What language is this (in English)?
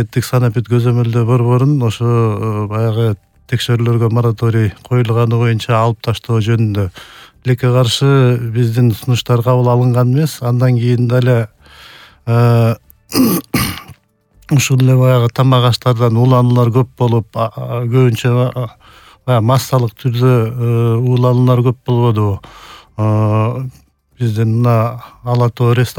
Kyrgyz